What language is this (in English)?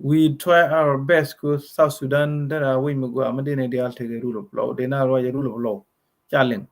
Nuer